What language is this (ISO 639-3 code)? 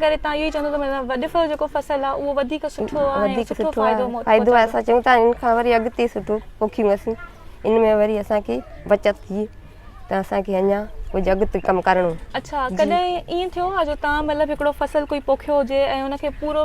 snd